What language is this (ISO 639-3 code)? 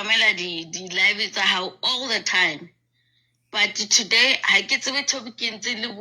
sot